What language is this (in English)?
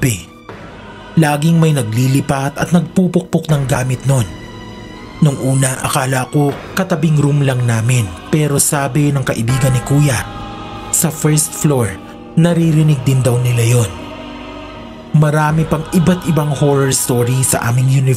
Filipino